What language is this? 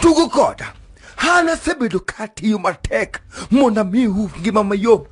Luo (Kenya and Tanzania)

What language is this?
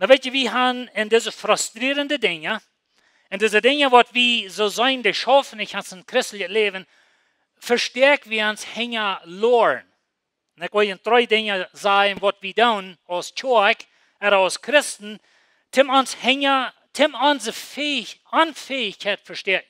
Plautdietsch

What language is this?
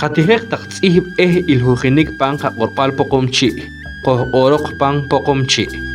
Poqomchi'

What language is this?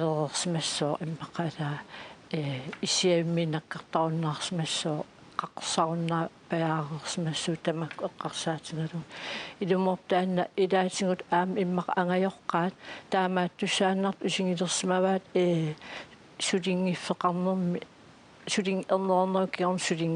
Kalaallisut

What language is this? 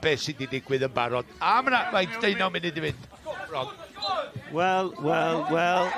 Welsh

